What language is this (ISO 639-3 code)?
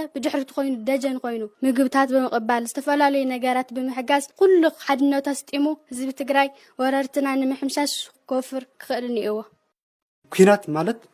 tir